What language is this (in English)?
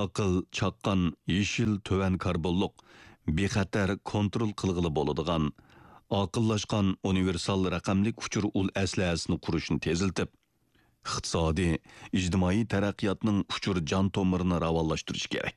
Uyghur